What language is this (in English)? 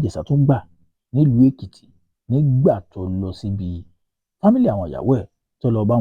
Yoruba